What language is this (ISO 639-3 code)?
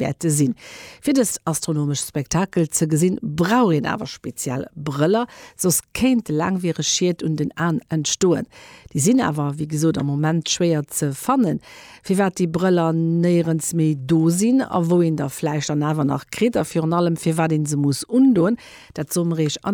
ltz